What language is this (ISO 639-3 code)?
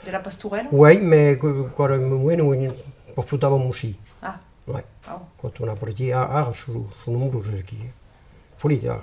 oci